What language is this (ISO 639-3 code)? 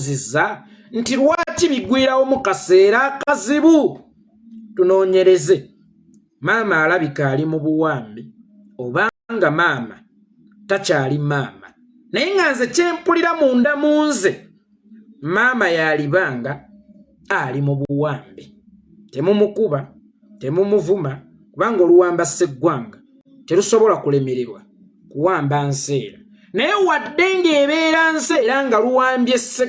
lug